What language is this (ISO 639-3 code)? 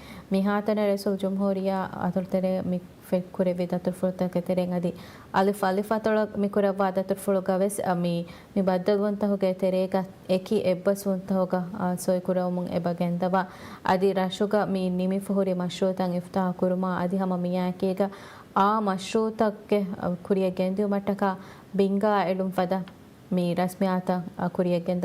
div